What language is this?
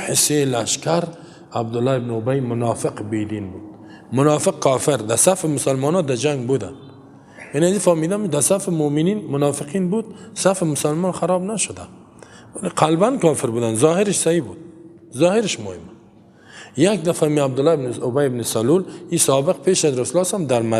Persian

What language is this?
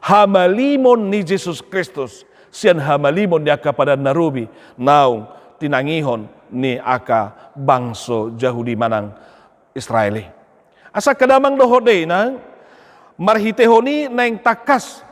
Batak Toba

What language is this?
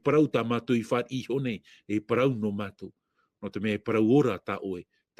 Tahitian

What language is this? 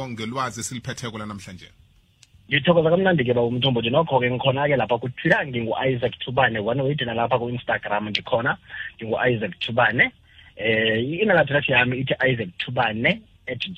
South Ndebele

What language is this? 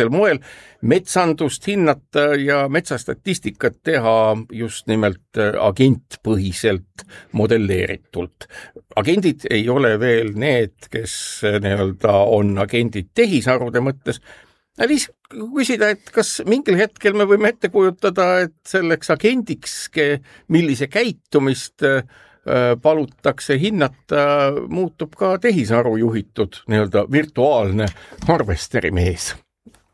Estonian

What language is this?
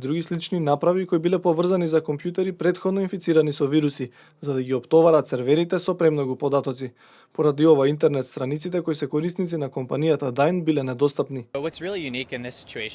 Macedonian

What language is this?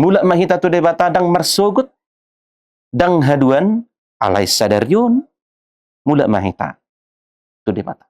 Batak Toba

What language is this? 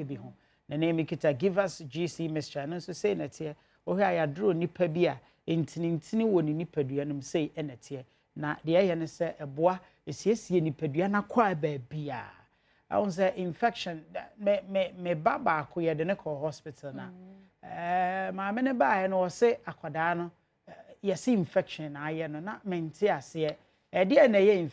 Akan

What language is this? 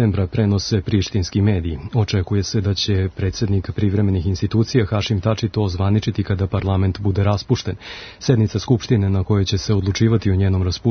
Serbian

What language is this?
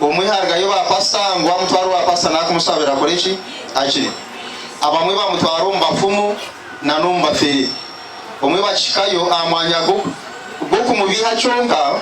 Nyankole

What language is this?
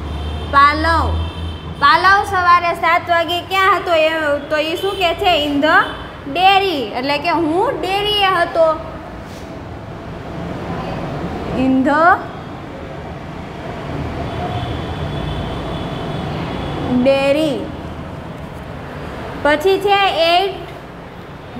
Gujarati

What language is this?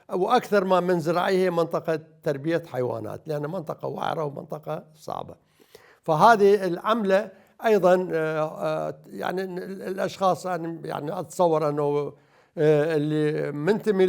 Mesopotamian Arabic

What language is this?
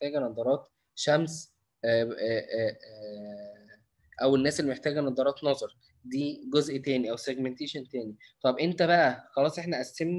Egyptian Arabic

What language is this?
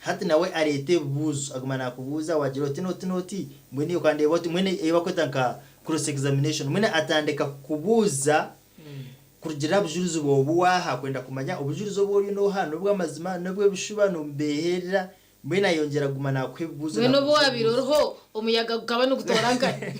Nyankole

